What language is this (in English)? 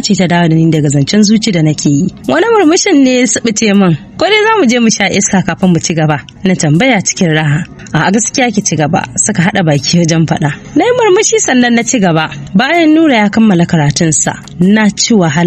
Hausa